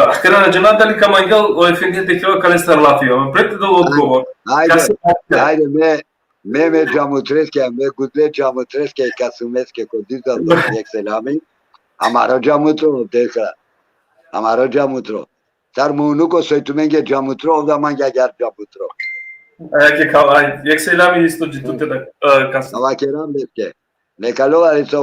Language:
Balkan Romani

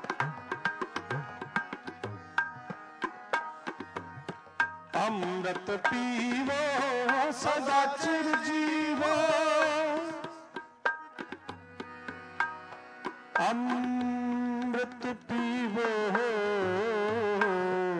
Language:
Punjabi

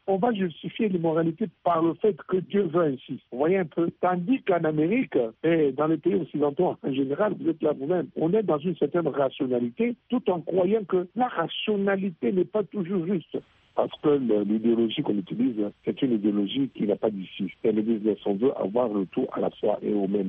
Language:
French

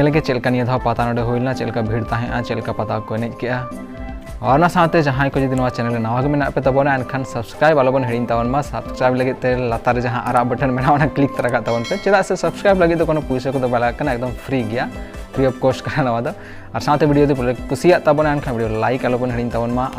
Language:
Santali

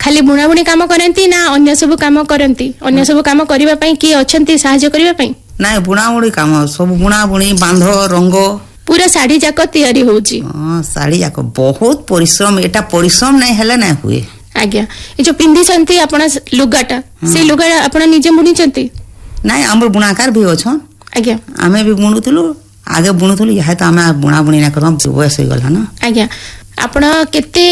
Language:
Odia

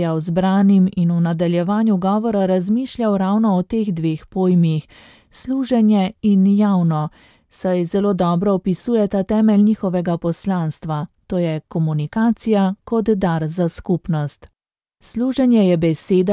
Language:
Slovenian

